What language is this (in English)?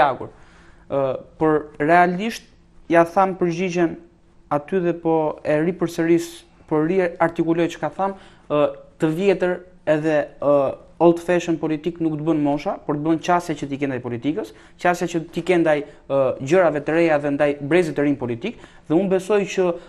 Albanian